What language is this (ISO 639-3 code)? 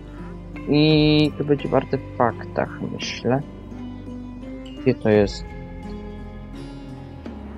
pol